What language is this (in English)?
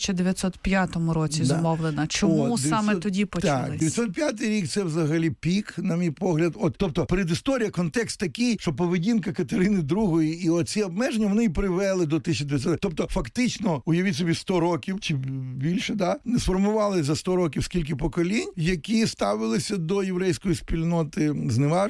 Ukrainian